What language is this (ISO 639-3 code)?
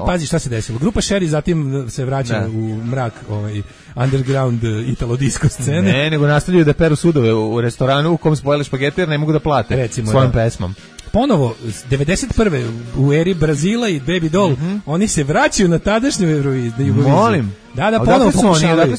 srp